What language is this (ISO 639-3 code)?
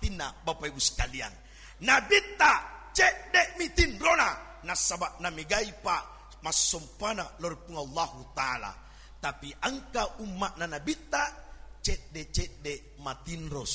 bug